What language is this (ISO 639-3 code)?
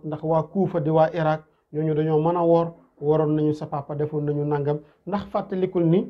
wol